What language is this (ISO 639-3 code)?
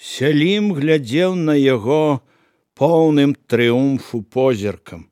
bel